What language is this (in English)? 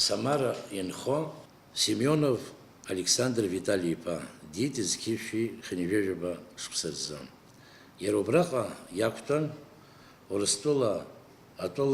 Abkhazian